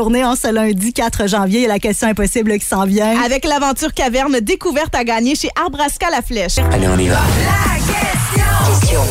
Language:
French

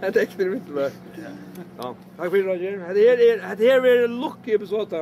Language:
Faroese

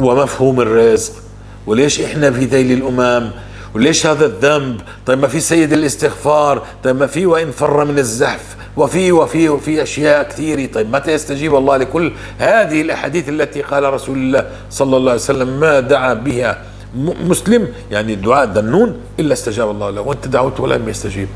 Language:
North Levantine Arabic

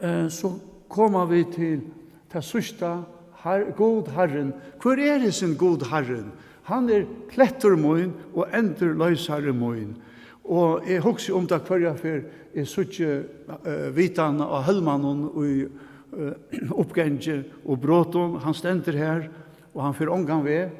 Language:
Faroese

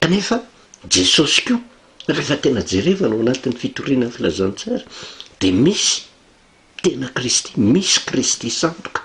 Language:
Malagasy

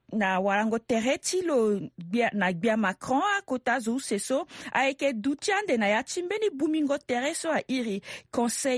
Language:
Sango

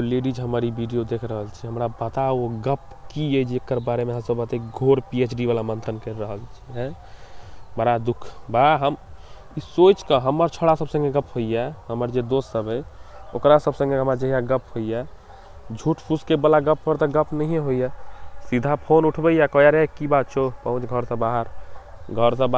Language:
Maithili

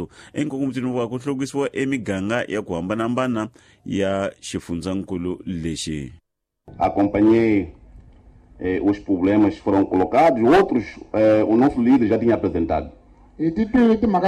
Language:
Tsonga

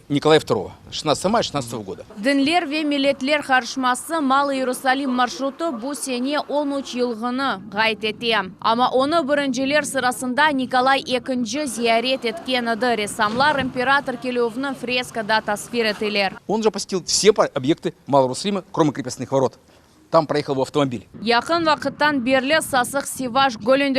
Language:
Crimean Tatar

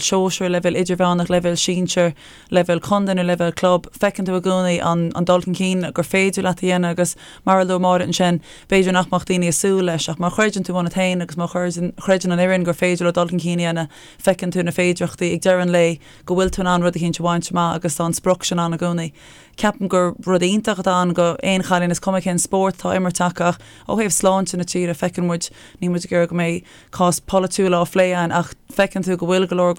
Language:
Irish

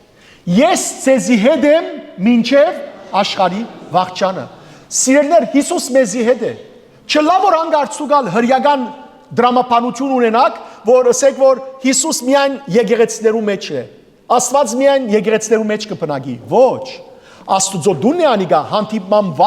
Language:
Western Armenian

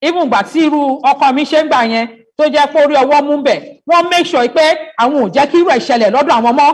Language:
Yoruba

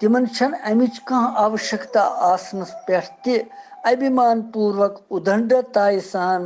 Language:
Kashmiri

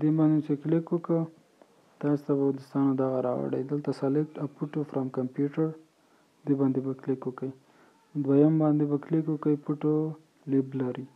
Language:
Pashto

